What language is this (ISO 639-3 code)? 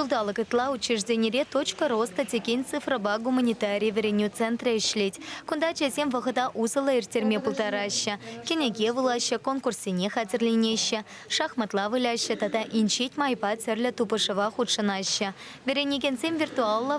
chv